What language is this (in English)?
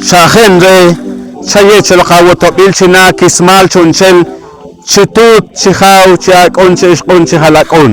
Poqomchi'